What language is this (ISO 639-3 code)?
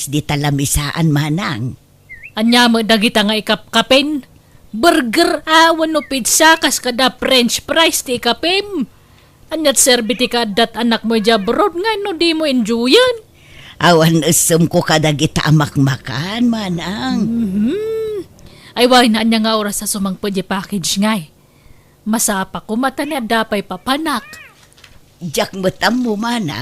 ilo